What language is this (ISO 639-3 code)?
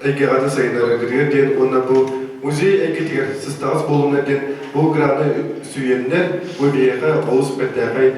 sah